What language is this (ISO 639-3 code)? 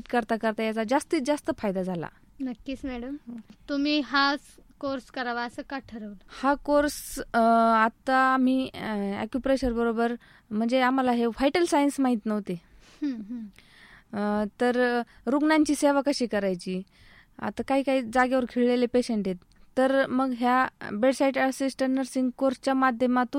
mar